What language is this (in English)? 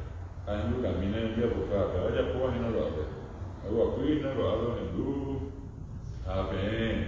Guarani